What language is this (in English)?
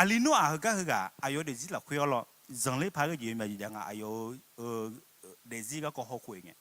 Akha